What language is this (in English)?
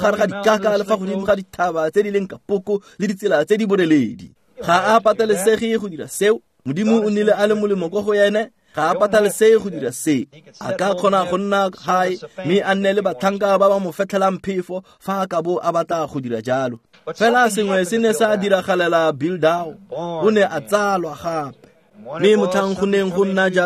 Tswana